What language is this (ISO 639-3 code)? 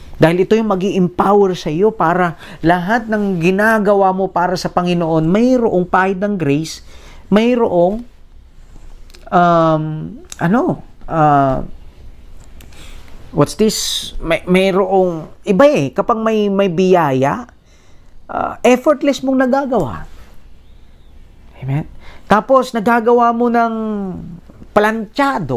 fil